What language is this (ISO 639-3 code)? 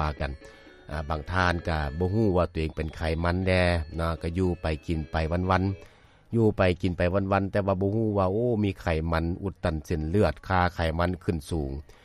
lao